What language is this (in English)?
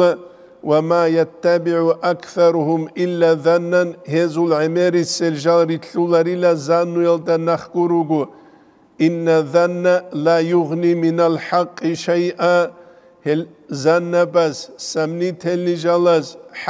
Avaric